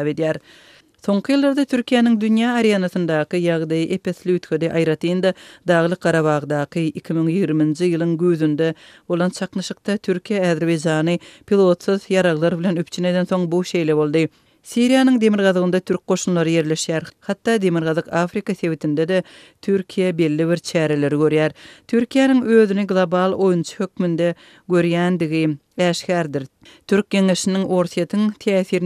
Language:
Turkmen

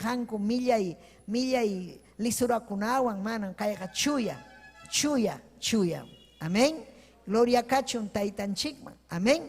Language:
Ayacucho Quechua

